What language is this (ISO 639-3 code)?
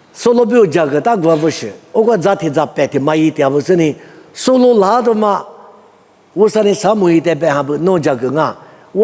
lis